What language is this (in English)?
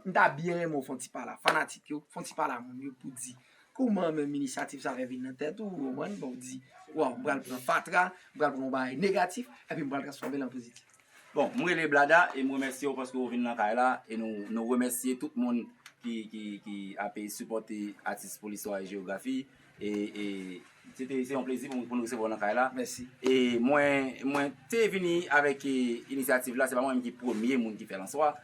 Haitian Creole